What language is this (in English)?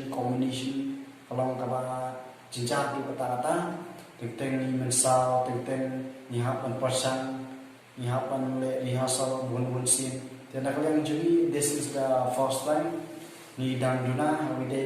Khasi